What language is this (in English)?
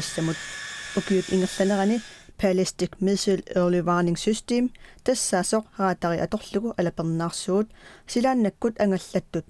Kalaallisut